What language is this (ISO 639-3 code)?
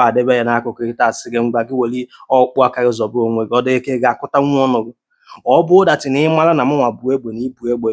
ibo